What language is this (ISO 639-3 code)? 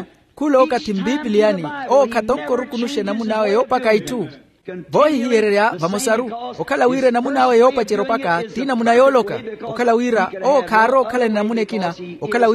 vmw